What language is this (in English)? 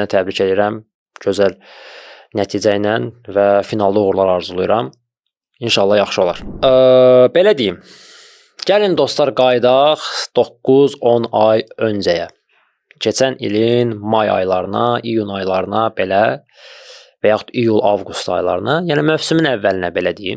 Azerbaijani